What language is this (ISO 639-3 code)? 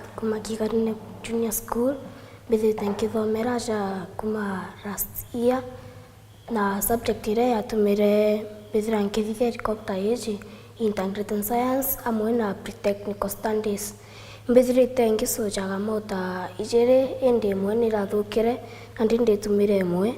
mer